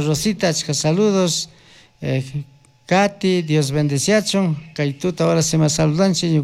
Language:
Chimborazo Highland Quichua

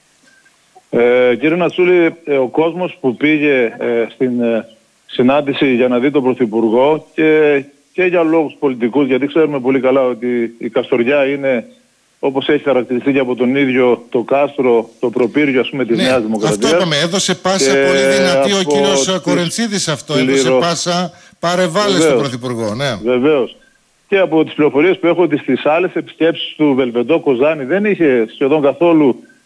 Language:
Greek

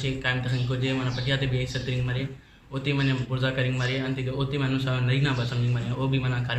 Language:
Brahui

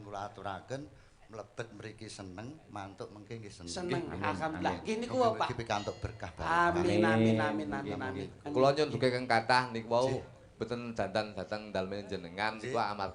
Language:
Javanese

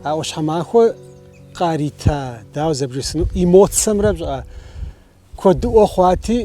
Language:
Kabardian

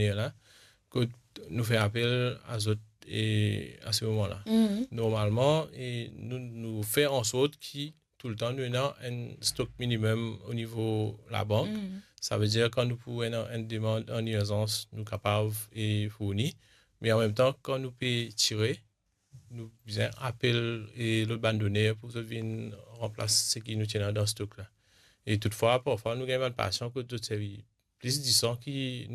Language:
Morisyen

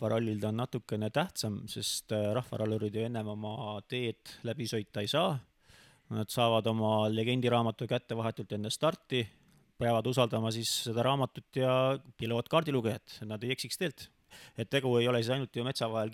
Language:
Estonian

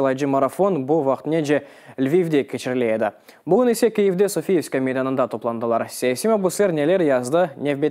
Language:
Crimean Tatar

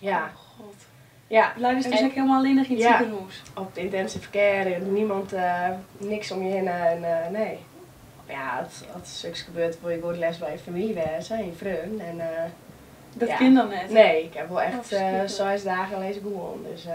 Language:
Western Frisian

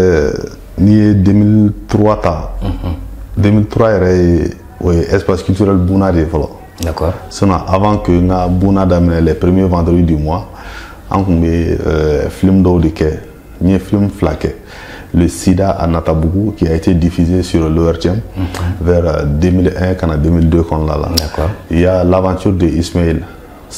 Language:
Bambara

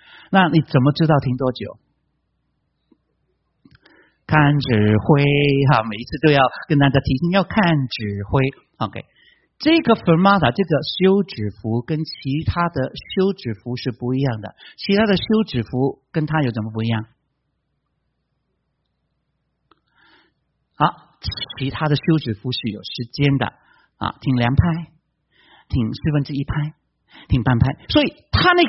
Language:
Chinese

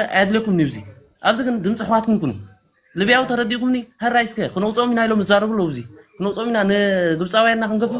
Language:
Tigrinya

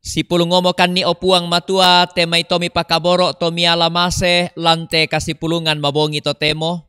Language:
Toraja-Sa'dan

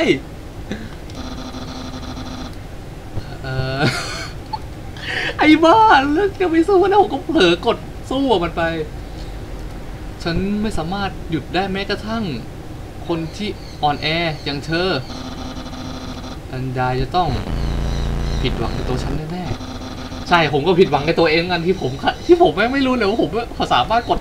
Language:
Thai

